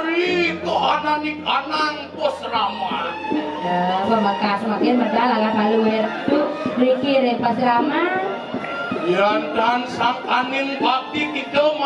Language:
Balinese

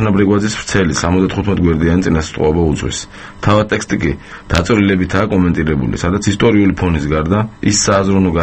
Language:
Georgian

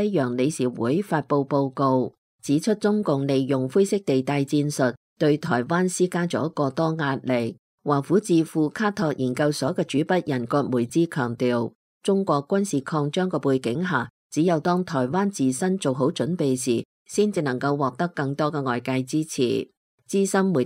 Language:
Cantonese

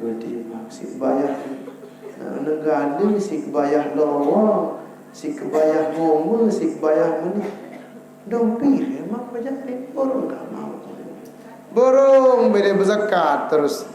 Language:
Sasak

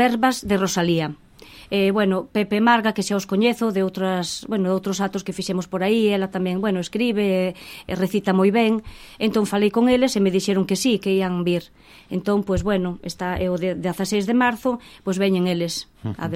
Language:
Galician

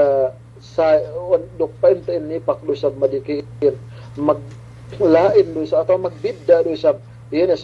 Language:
Yakan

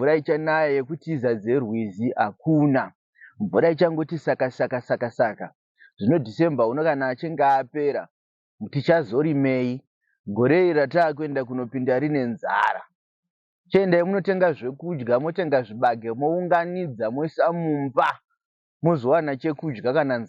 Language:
Shona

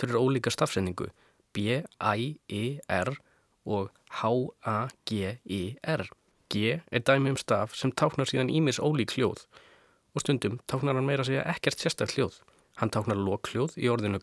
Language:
Icelandic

